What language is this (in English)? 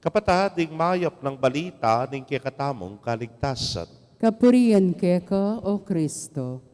Pampanga